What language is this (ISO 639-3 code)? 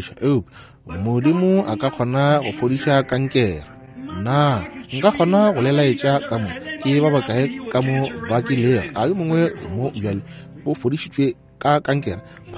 nso